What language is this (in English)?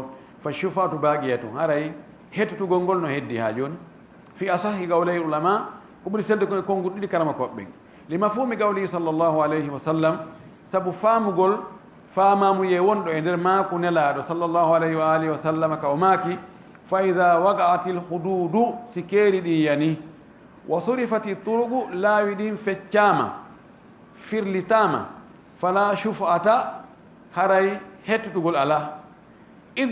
Fula